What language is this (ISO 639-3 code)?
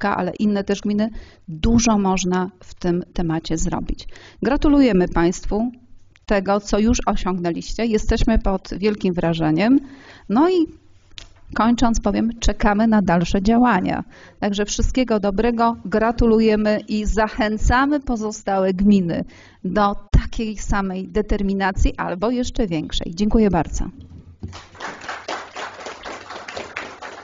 pol